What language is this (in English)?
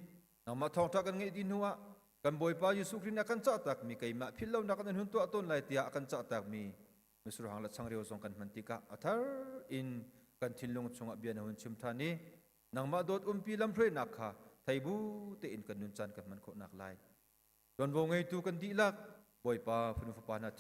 Hakha Chin